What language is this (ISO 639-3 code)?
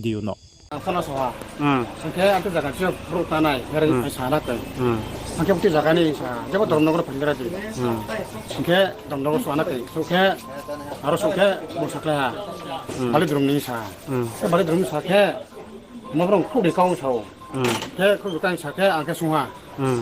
ria